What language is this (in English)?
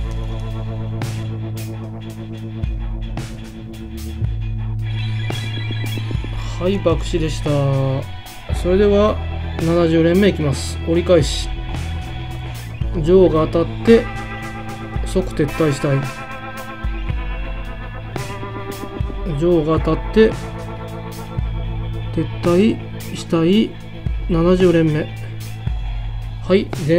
Japanese